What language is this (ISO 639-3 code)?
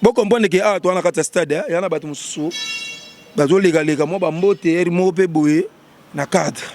lin